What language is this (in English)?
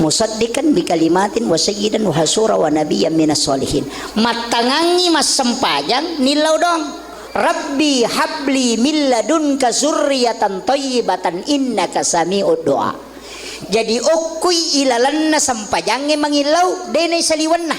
Buginese